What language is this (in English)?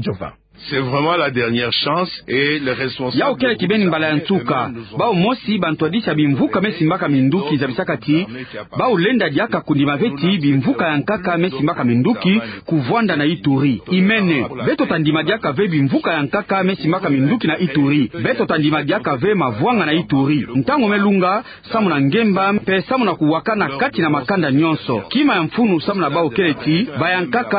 Kituba (Democratic Republic of Congo)